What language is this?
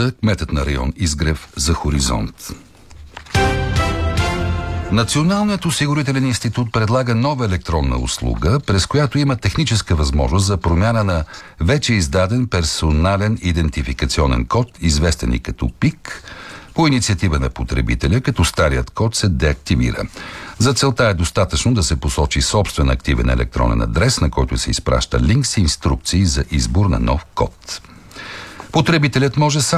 Bulgarian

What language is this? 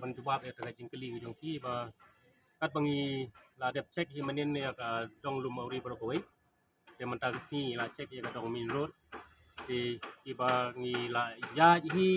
Khasi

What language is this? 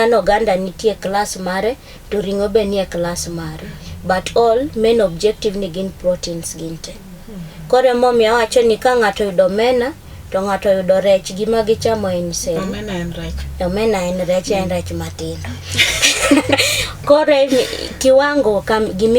Luo (Kenya and Tanzania)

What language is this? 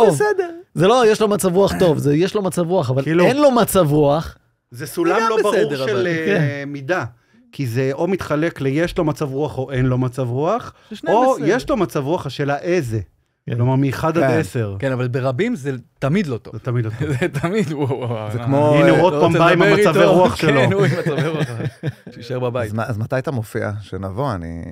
Hebrew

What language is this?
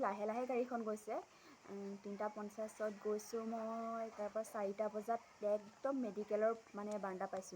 Assamese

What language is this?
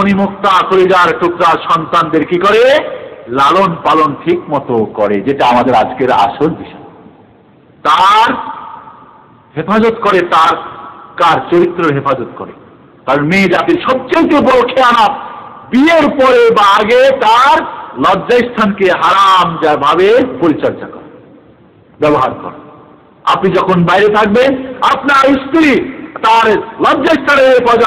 Bangla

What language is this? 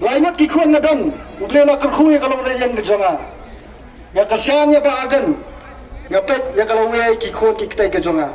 Khasi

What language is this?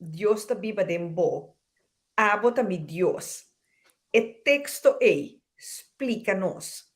Papiamento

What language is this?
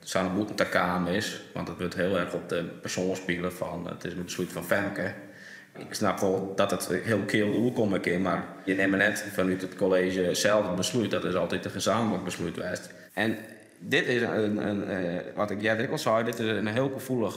Western Frisian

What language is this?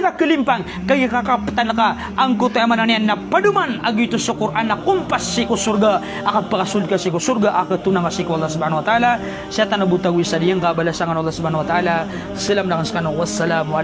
Maranao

